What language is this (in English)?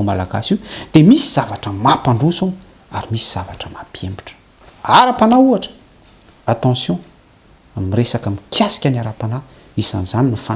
Malagasy